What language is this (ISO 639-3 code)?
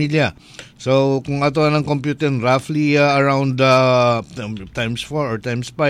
ceb